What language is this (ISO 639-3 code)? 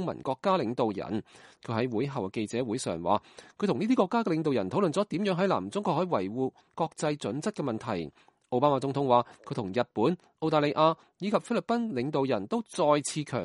yue